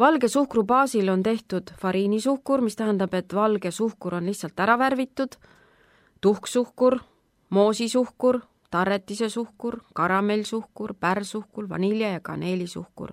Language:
Estonian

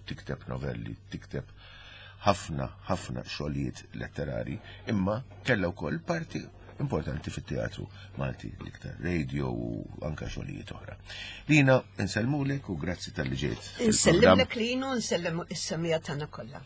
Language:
Maltese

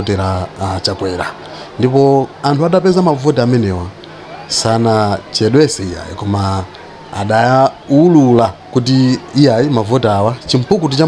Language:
Nyanja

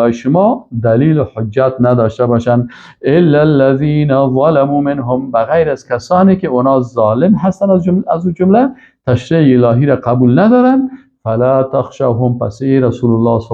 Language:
Persian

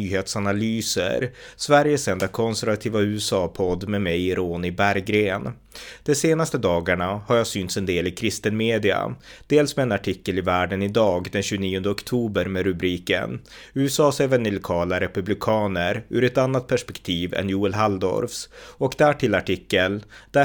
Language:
Swedish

